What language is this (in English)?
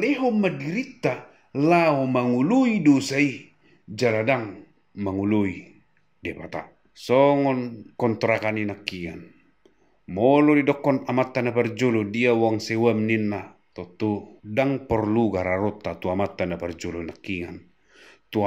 Batak Toba